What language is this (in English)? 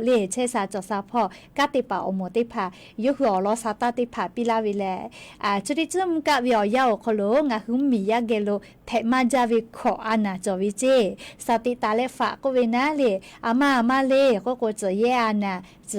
Lahu